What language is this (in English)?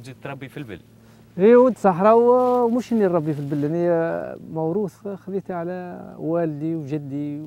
Tunisian Arabic